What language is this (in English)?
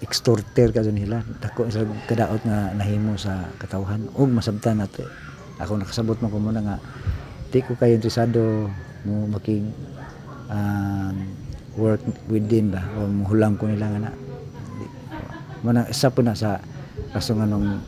Cebuano